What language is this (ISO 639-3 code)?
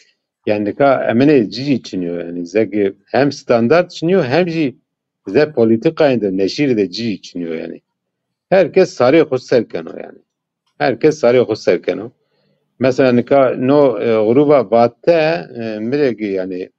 zza